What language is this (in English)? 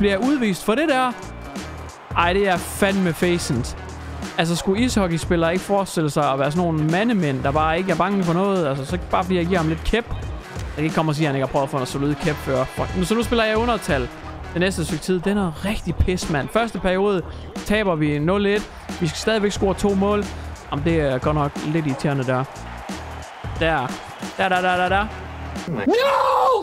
Danish